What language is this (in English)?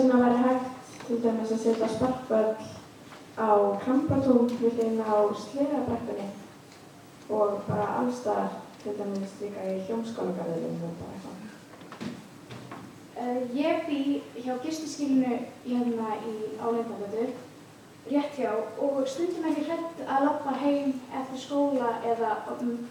Icelandic